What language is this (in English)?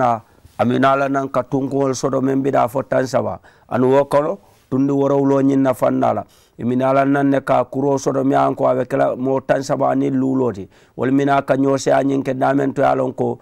Mandingo